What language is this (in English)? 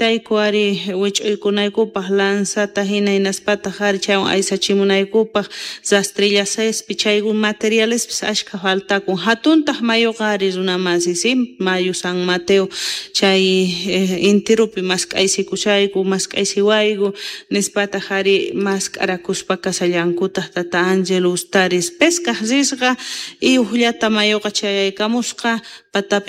South Bolivian Quechua